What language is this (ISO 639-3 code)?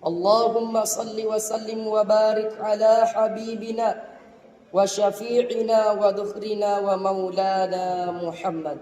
bug